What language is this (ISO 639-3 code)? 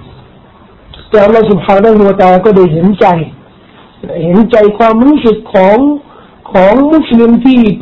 tha